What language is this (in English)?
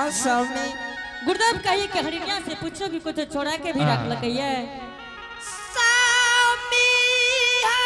Angika